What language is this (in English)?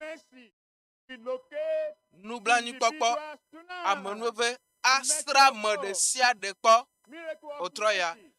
Ewe